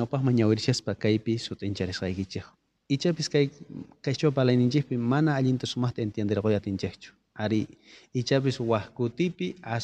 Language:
South Bolivian Quechua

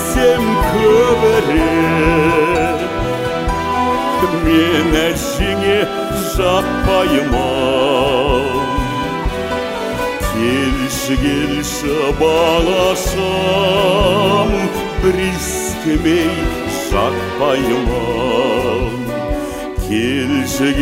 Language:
Kazakh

